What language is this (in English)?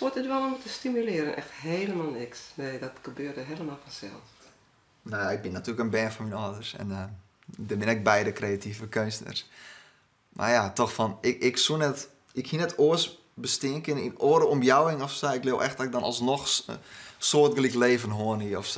Western Frisian